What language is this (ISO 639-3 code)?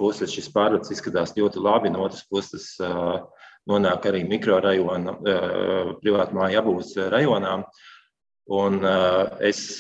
lav